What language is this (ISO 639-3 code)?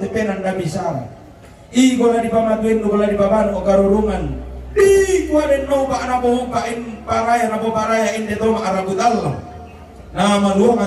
sda